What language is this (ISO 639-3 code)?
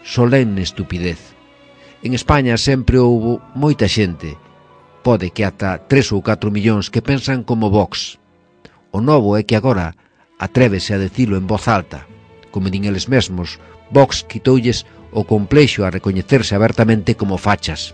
glg